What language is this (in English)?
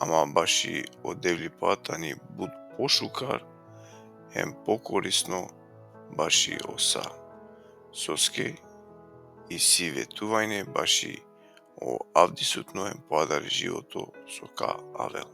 Balkan Romani